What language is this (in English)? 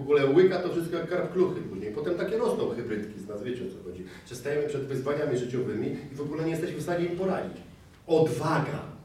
Polish